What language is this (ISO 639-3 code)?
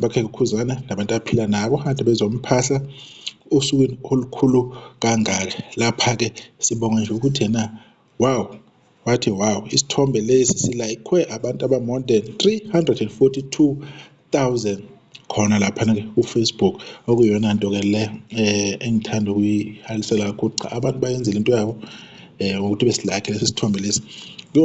zul